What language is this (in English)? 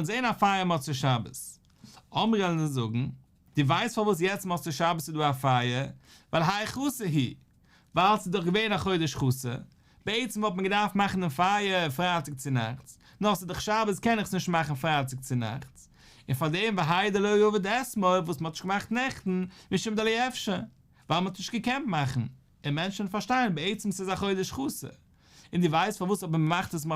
Yiddish